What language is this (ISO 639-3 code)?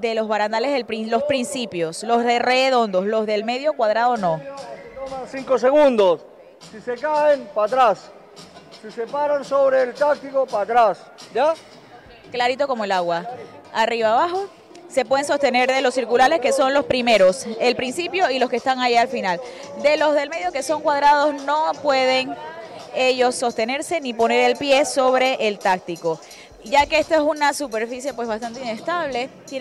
spa